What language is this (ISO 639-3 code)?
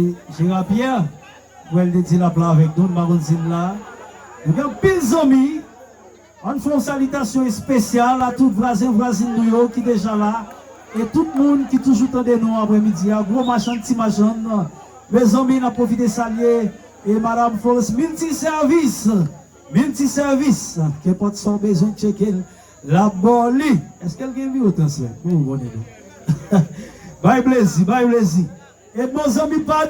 hat